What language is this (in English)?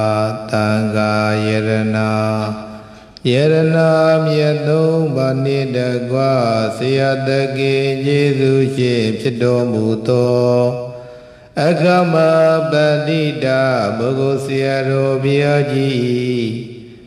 Burmese